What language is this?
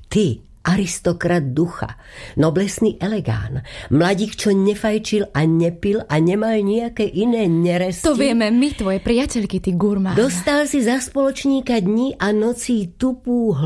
Slovak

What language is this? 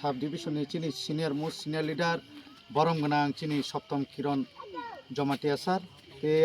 Kok Borok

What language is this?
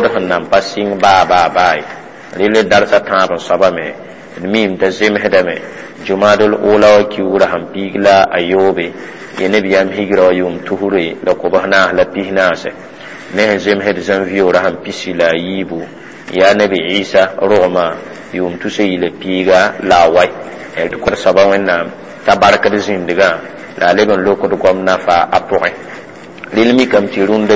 Mossi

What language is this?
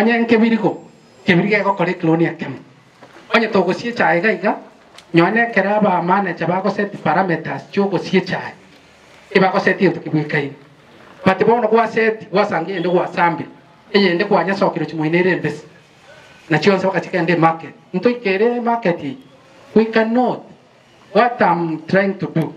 Gusii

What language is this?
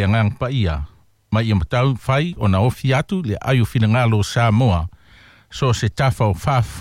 Samoan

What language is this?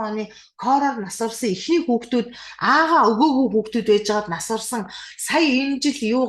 Mongolian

